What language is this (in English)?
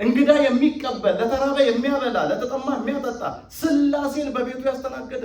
Amharic